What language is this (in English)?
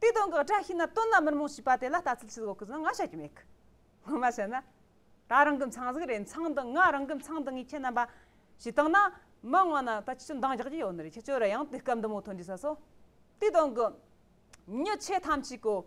Tibetan